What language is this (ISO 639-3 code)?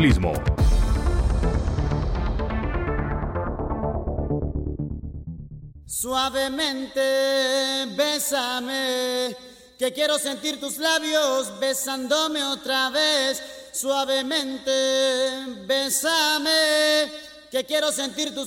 spa